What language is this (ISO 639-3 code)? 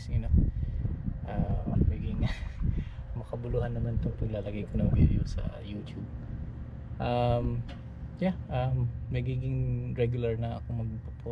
fil